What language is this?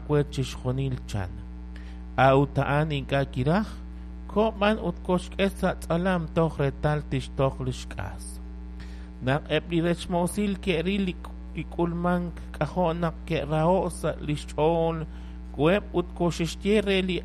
Kekchí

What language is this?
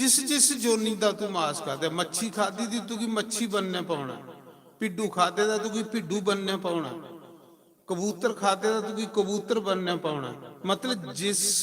Dogri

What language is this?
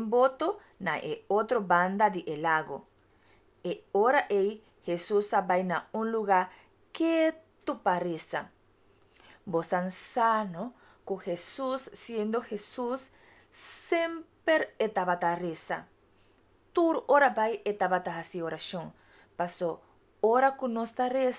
Papiamento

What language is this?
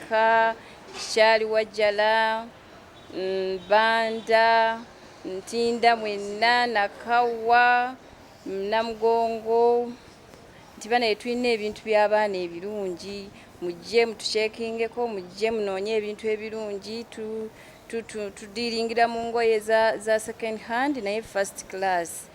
Ganda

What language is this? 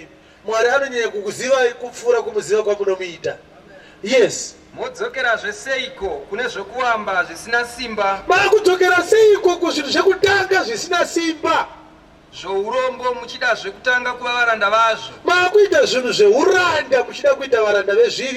Shona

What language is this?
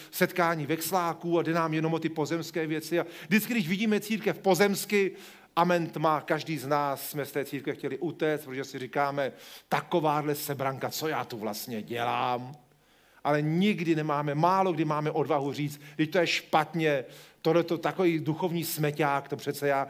Czech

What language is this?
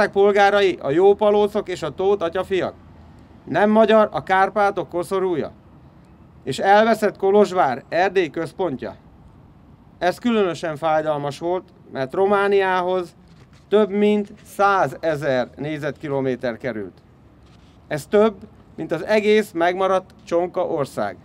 Hungarian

